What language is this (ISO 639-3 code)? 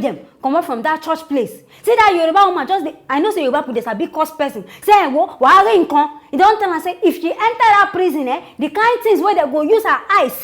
pcm